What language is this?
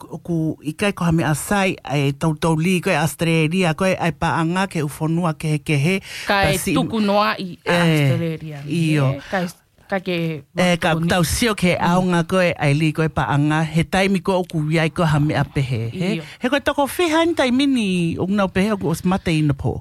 Tongan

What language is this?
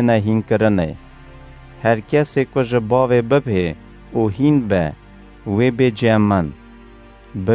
Kurdish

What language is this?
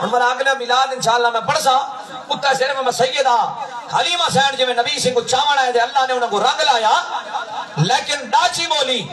Saraiki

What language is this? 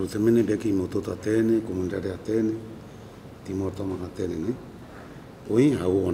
Tetum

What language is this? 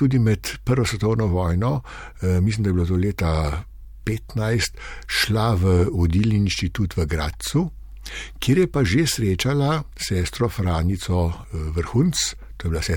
Slovenian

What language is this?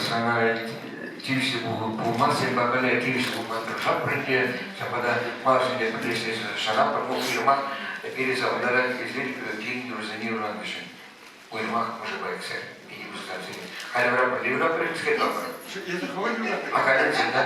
Chuvash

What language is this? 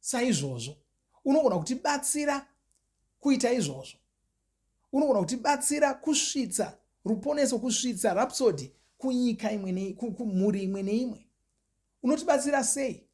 Shona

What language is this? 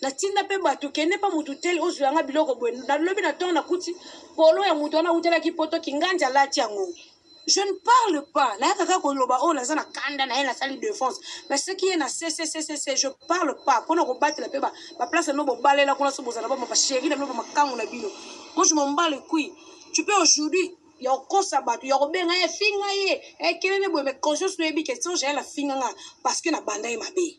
Lingala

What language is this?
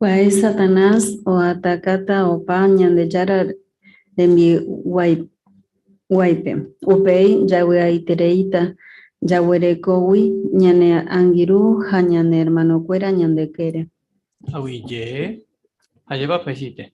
Guarani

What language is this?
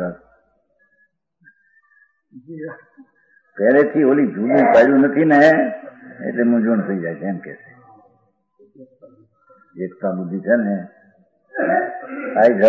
Gujarati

